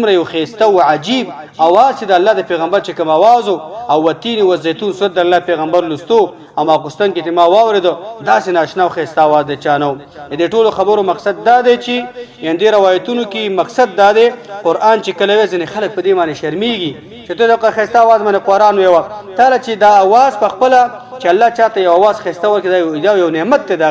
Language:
Pashto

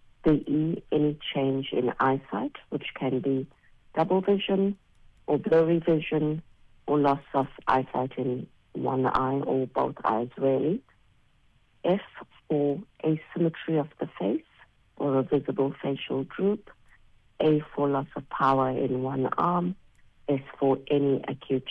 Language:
English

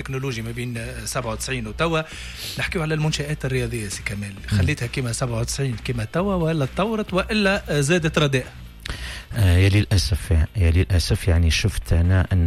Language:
Tunisian Arabic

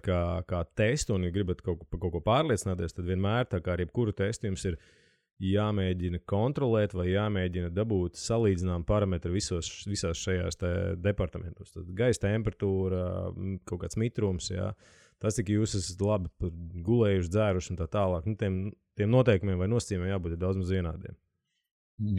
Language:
Latvian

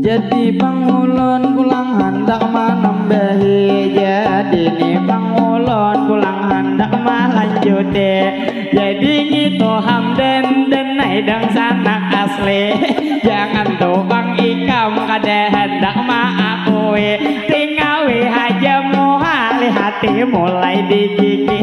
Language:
Banjar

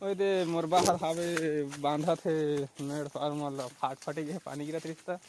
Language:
Chhattisgarhi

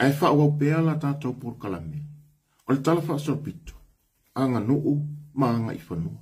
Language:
Samoan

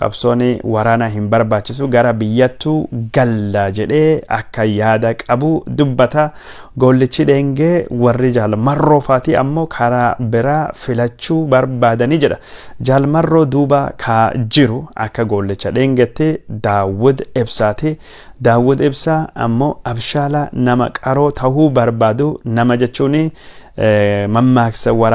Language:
Oromo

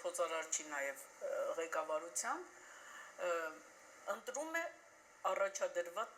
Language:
Western Armenian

